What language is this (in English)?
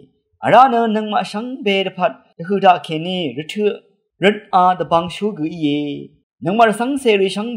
Rawang